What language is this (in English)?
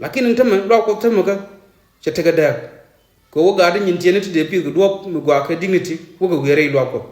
Nuer